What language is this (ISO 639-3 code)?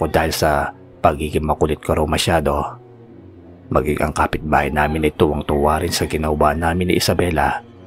fil